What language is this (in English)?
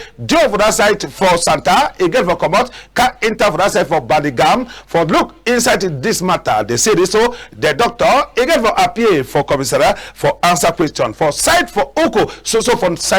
Cameroon Pidgin